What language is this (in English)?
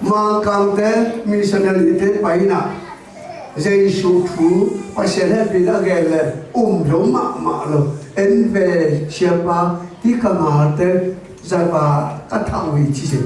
Tedim Chin